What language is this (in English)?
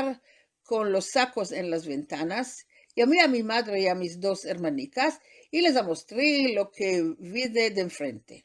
Ladino